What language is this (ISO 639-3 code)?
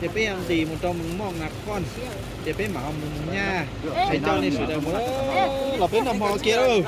hmn